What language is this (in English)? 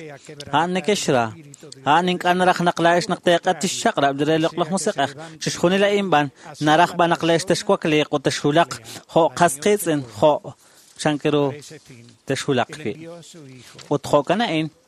Kekchí